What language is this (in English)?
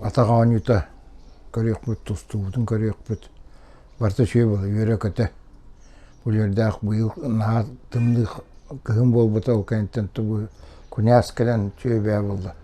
Yakut